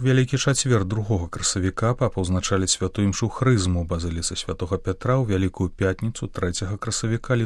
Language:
Belarusian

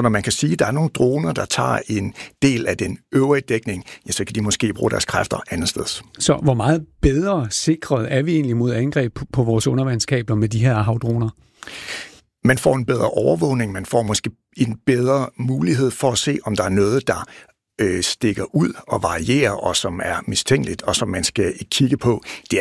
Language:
Danish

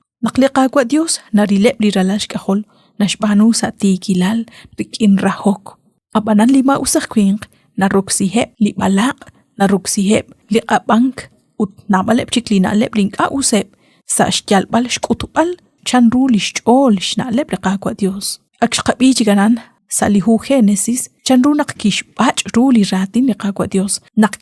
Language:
Kekchí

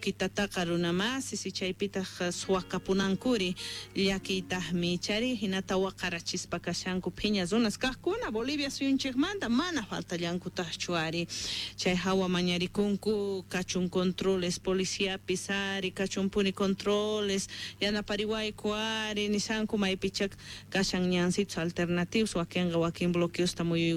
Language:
Quechua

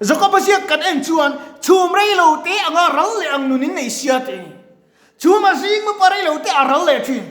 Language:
Mizo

